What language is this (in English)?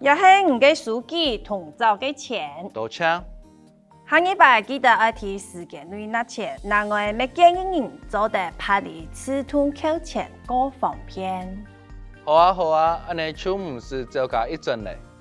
Hakka Chinese